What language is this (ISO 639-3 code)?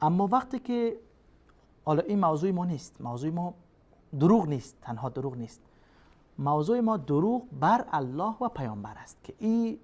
fas